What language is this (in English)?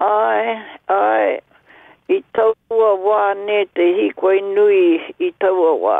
Māori